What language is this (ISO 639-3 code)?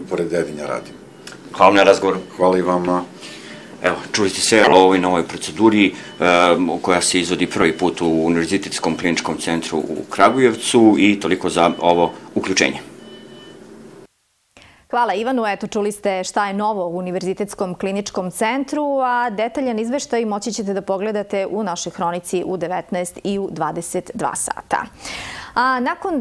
srp